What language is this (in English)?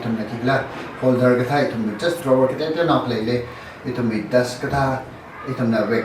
Tangkhul Naga (India)